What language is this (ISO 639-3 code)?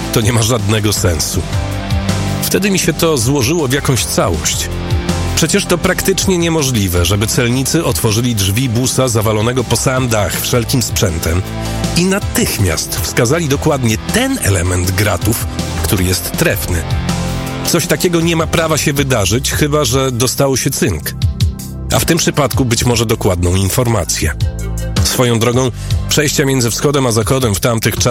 pol